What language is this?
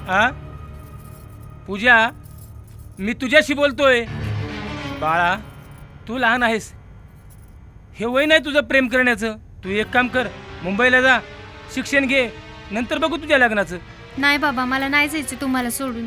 Marathi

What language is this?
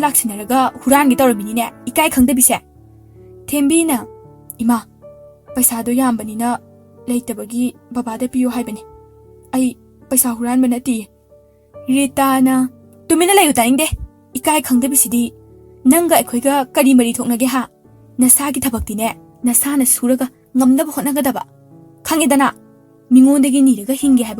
Manipuri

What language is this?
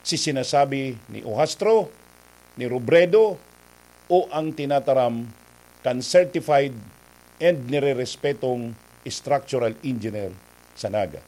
Bikol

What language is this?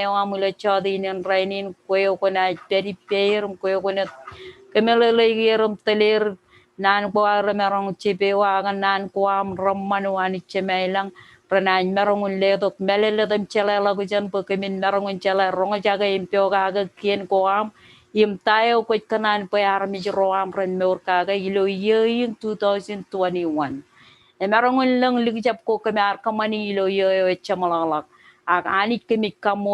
Marshallese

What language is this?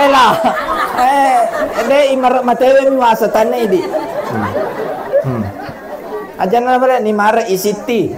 Buginese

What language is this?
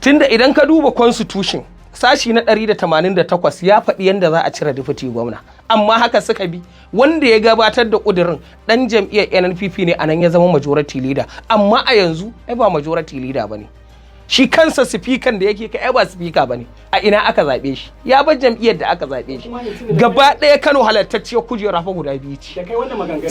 Hausa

